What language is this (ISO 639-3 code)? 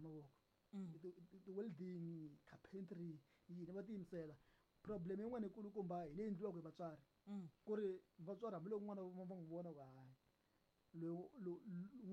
tso